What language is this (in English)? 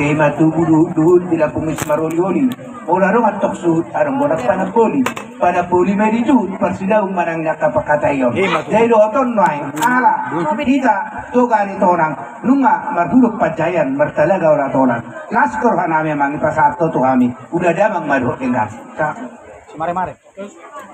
Batak Toba